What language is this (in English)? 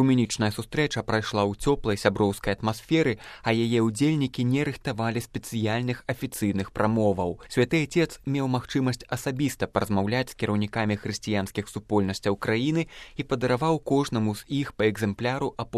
Belarusian